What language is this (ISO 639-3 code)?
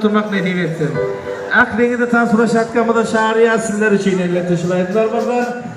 tuk